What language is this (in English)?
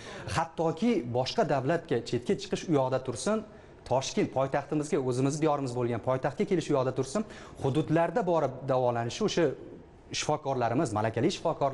Uzbek